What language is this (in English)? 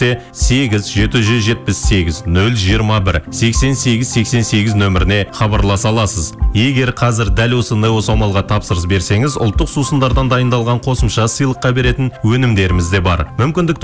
Kazakh